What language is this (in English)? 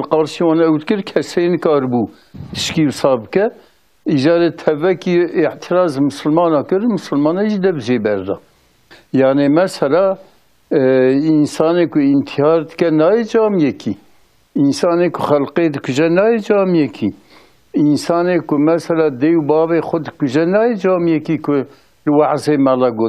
Kurdish